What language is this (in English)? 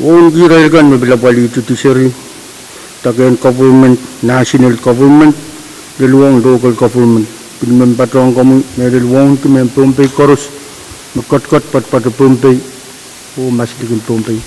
Pohnpeian